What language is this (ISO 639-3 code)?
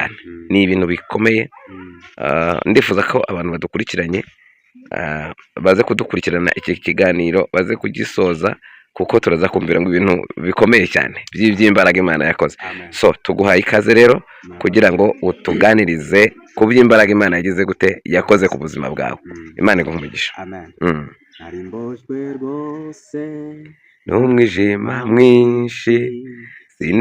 kin